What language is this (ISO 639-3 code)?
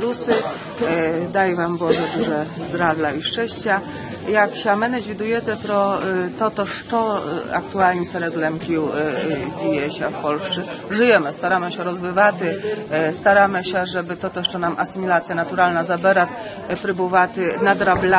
rue